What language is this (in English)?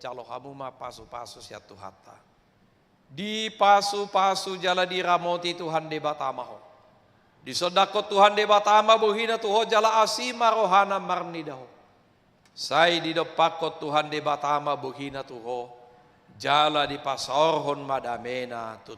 Batak Toba